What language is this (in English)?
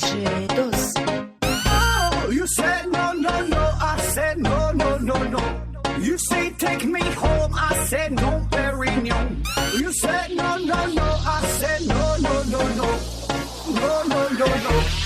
Kara-Kalpak